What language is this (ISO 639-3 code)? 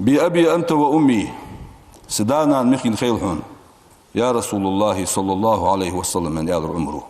inh